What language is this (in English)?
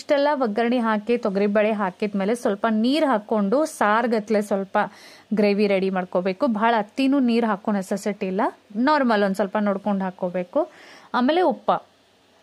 Kannada